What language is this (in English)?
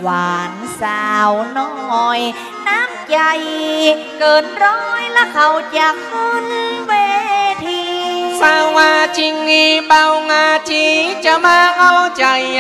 Northern Thai